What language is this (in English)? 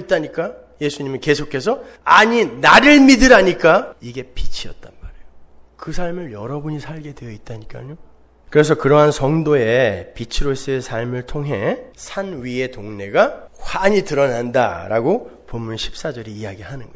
Korean